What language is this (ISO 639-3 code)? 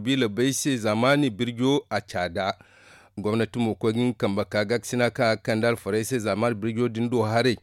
dje